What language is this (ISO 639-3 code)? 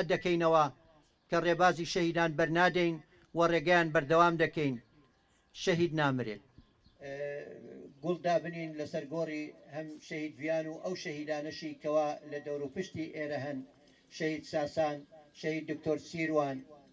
ckb